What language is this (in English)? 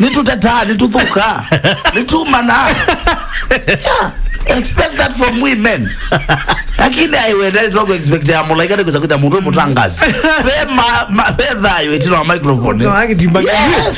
Kamba